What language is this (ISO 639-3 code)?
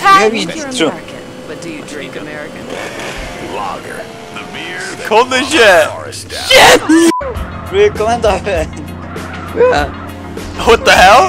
fao